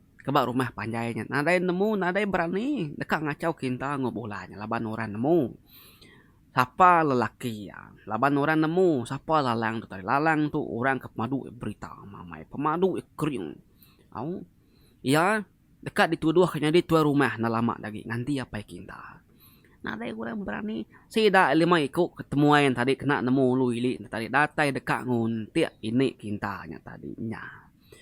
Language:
Iban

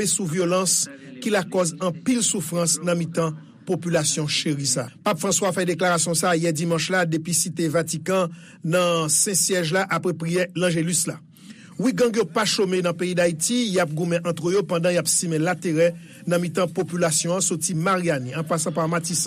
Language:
Haitian Creole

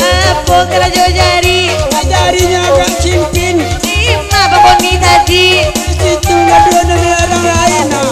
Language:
Minangkabau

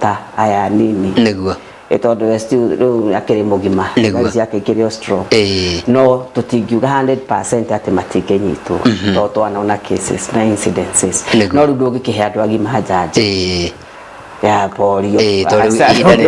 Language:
Kikuyu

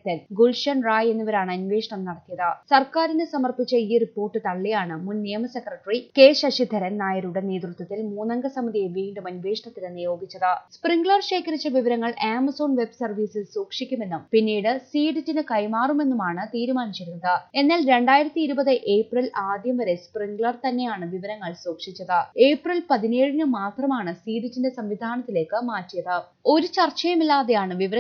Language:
Malayalam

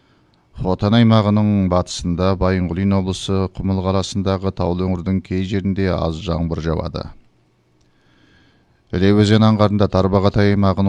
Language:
Kazakh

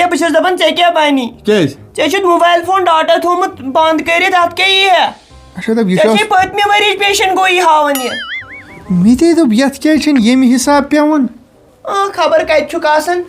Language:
Kashmiri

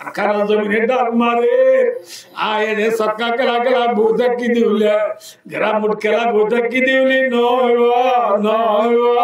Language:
Rohingya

